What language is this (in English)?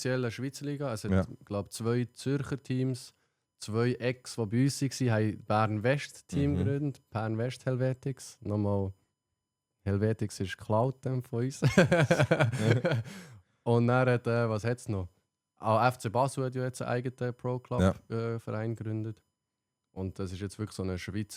Swiss German